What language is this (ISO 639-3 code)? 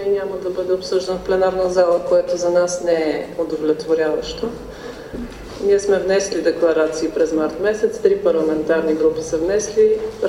bul